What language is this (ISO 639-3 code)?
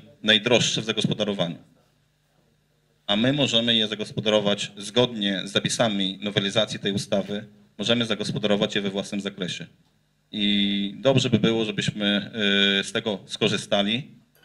pol